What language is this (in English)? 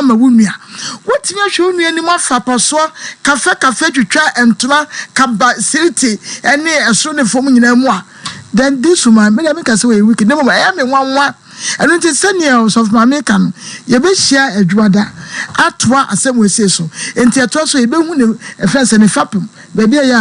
Akan